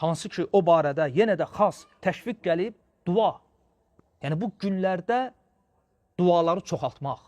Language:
Azerbaijani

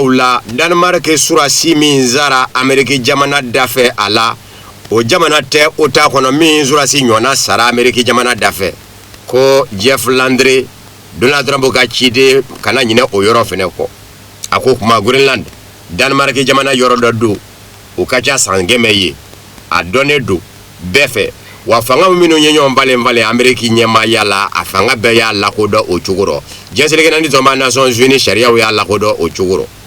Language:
Bambara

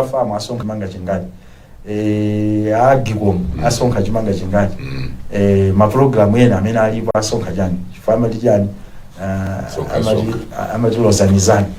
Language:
Nyanja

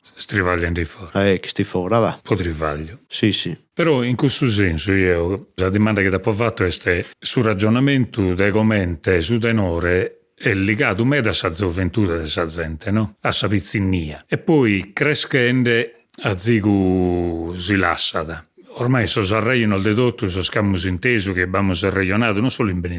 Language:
Sardinian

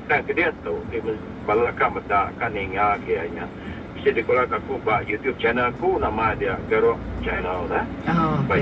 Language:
Iban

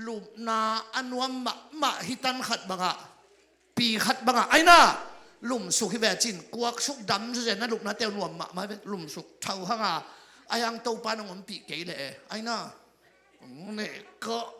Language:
Tedim Chin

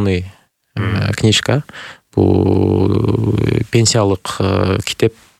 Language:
Kyrgyz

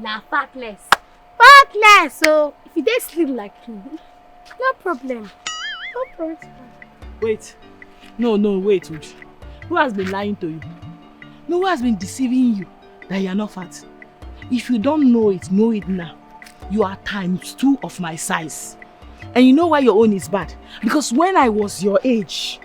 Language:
Nigerian Pidgin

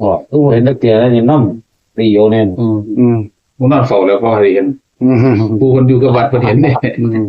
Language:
Northeastern Thai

